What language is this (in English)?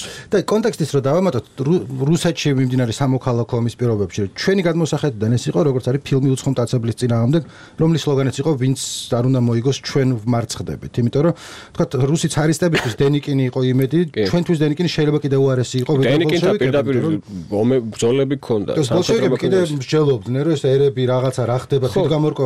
Georgian